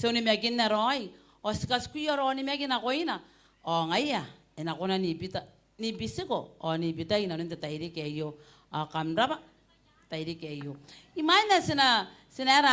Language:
Gilbertese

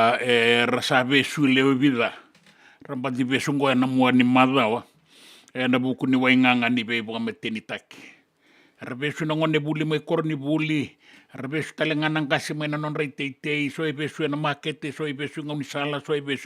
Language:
Fijian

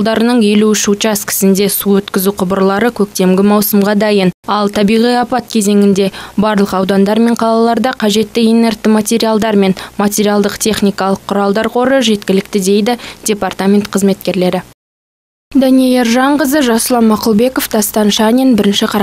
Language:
Kazakh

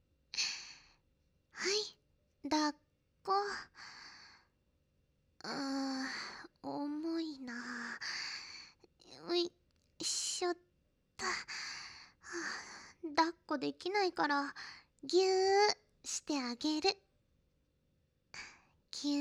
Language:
Japanese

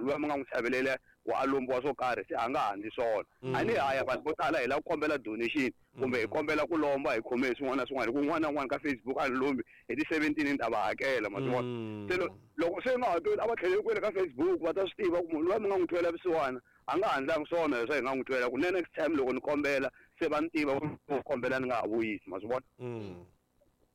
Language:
Tsonga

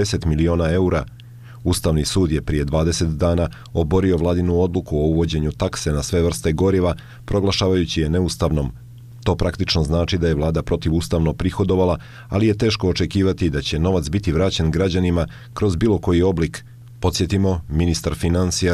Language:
Bosnian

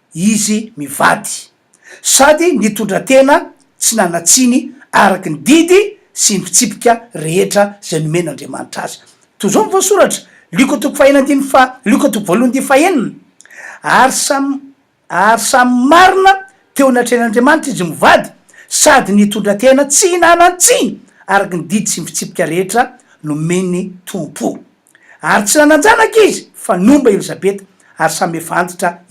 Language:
Malagasy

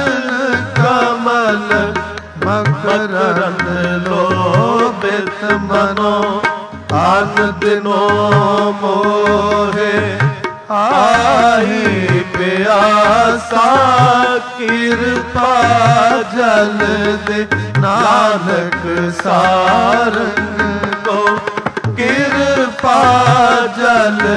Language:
Punjabi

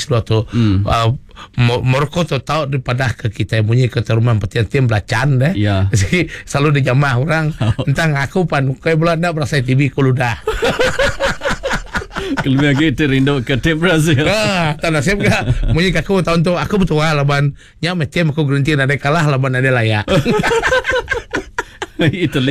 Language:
Malay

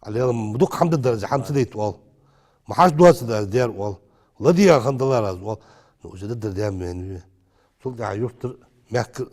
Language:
Ingush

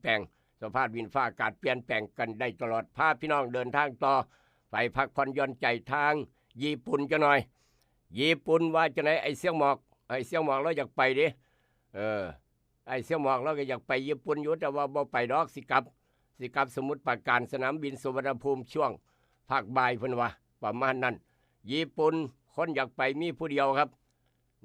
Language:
Northeastern Thai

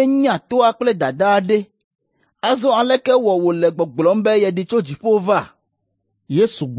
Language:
Ewe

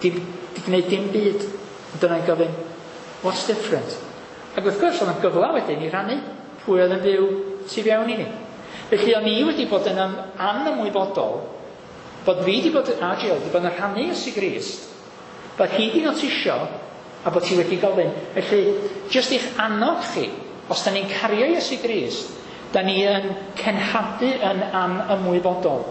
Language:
Welsh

